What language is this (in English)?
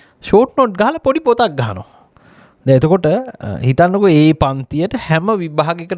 Sinhala